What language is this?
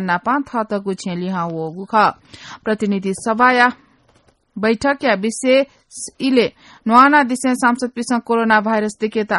Newari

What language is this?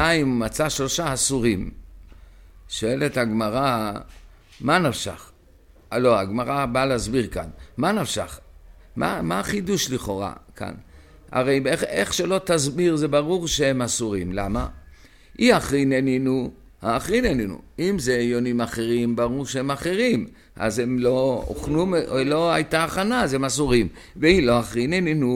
Hebrew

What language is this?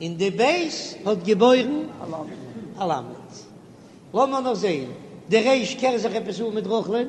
Yiddish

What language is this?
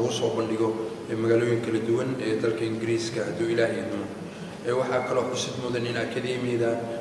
Somali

